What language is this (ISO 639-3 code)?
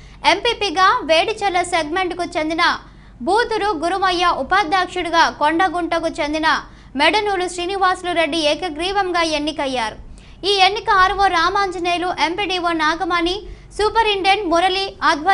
tel